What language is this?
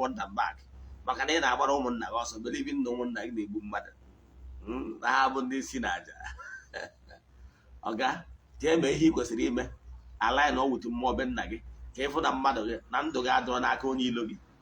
Igbo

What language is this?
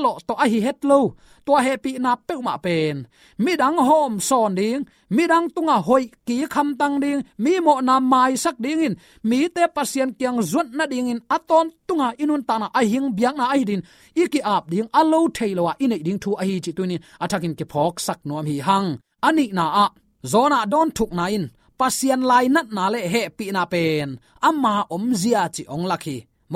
Tedim Chin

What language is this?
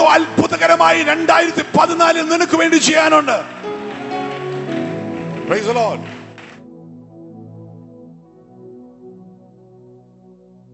Malayalam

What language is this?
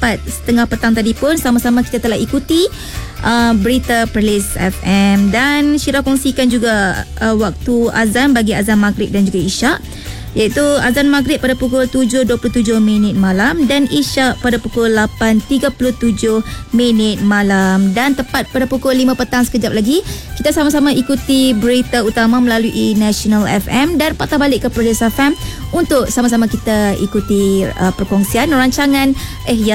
Malay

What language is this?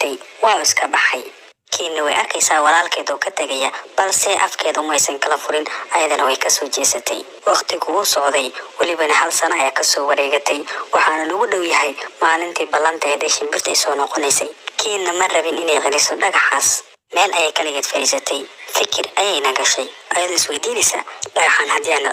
Somali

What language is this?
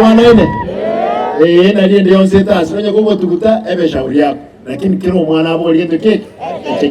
Gusii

